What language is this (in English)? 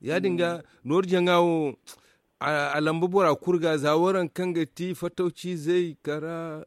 Zarma